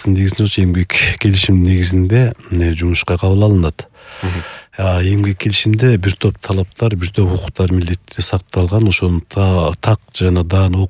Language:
Kyrgyz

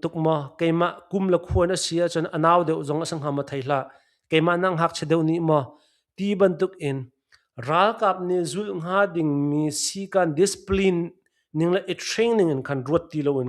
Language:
Hakha Chin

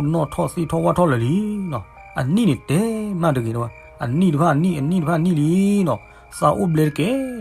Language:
S'gaw Karen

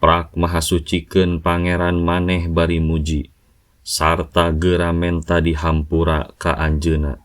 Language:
Sundanese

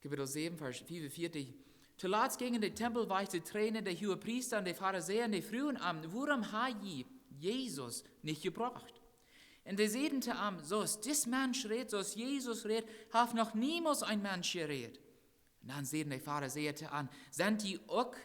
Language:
Plautdietsch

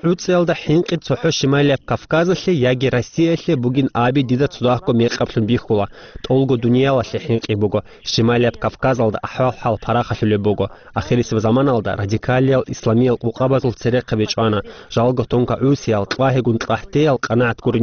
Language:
Avaric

